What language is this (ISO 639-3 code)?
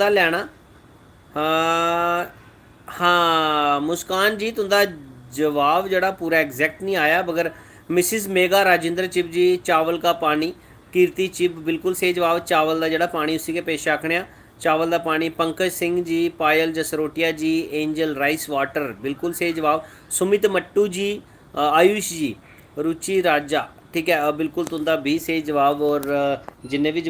doi